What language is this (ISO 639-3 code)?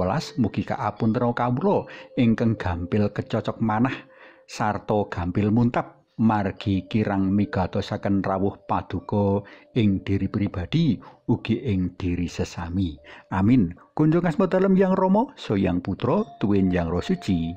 jav